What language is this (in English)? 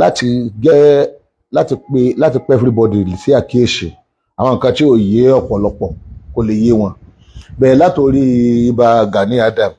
Yoruba